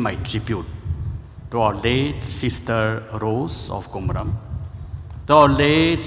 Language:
Tangkhul Naga (India)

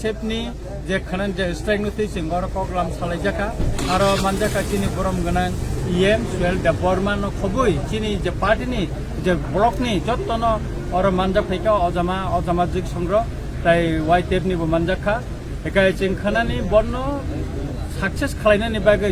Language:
Kok Borok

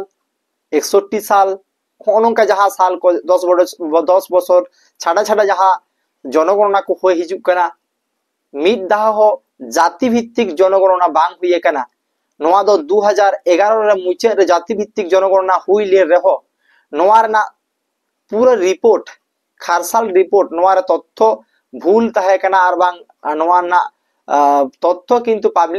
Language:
Santali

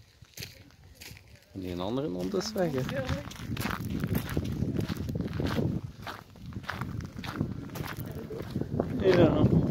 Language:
Dutch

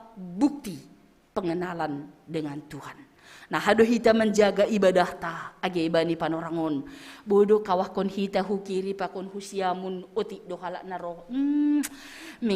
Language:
Batak Simalungun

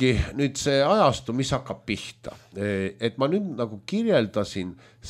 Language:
Estonian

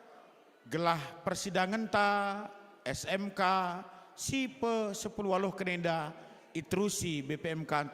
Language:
Batak Karo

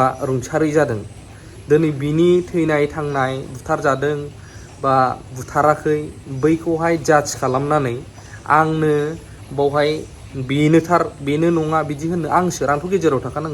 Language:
Bodo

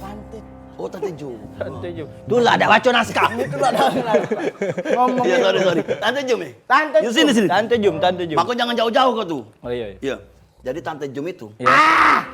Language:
Musi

